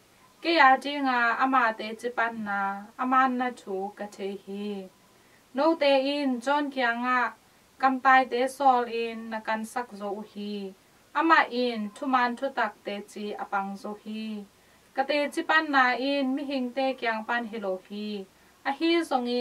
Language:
Tedim Chin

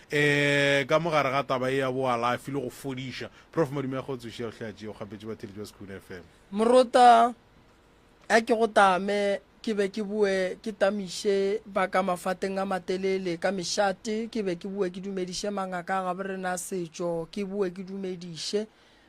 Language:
Northern Sotho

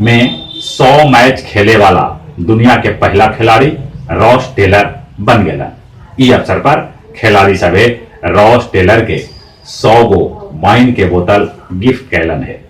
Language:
Magahi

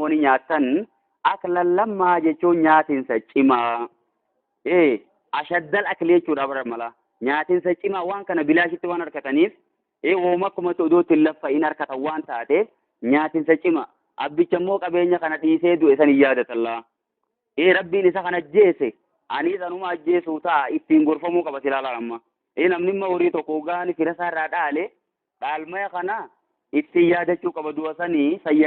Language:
Oromo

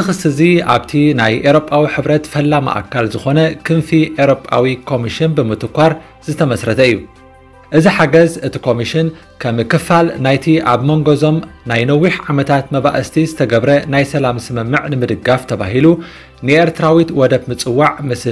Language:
Tigrinya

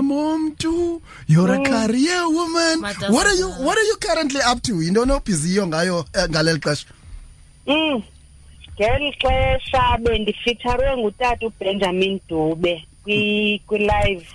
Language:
Xhosa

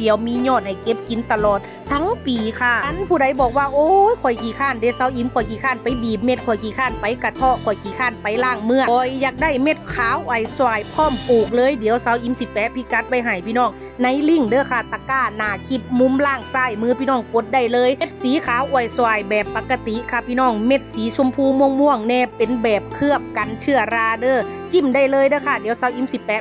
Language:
Northeastern Thai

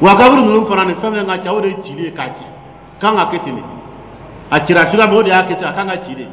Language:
Dyula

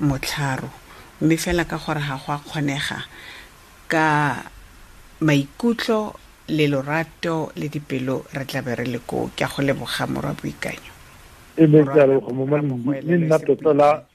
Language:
Tswana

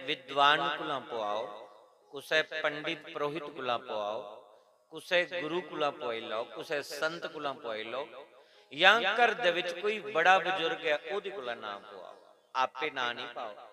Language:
Dogri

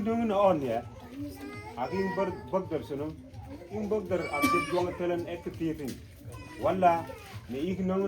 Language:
Mabaan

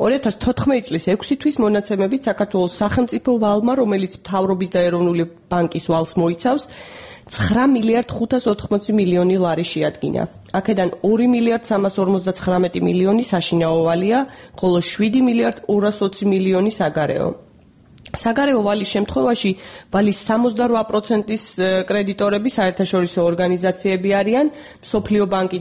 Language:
Georgian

